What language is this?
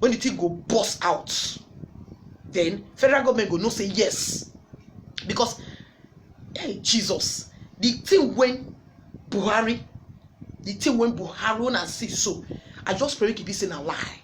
Nigerian Pidgin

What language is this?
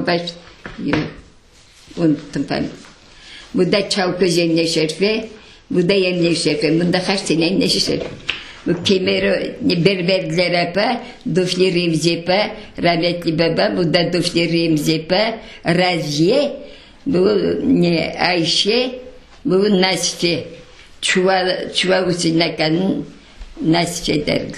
Crimean Tatar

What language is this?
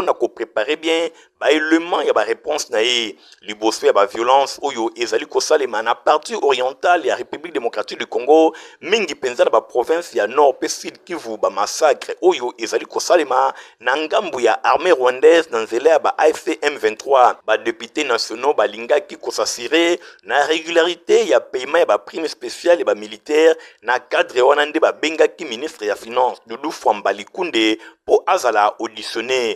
Lingala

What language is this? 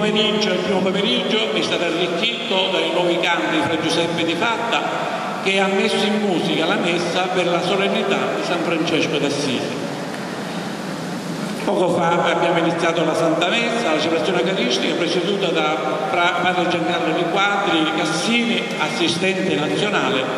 Italian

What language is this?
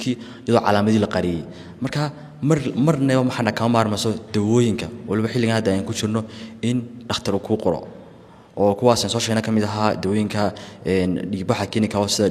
Somali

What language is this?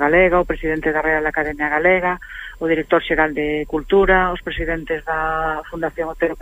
Galician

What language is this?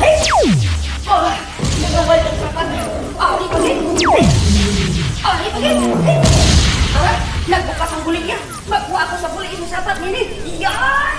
Hiligaynon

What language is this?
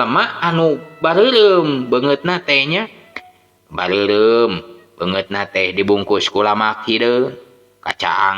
Sundanese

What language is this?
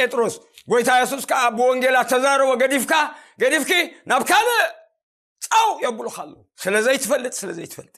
Tigrinya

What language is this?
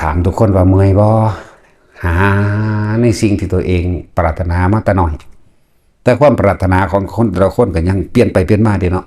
Northeastern Thai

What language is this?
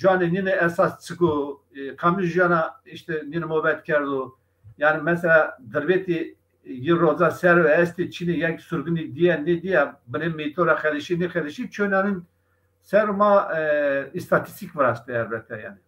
Zaza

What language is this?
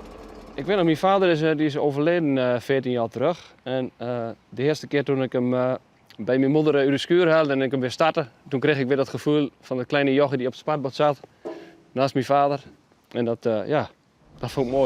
Western Frisian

